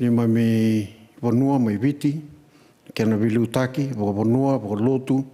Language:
Fijian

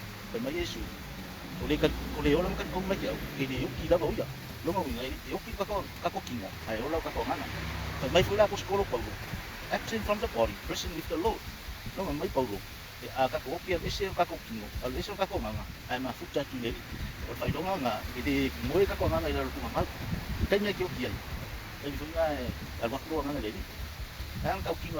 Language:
Samoan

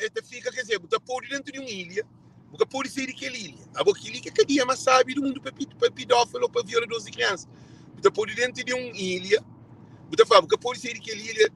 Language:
Kabuverdianu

